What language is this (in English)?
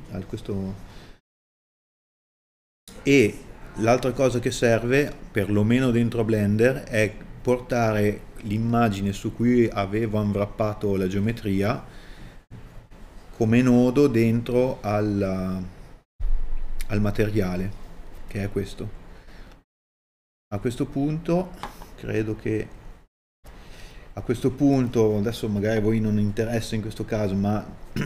Italian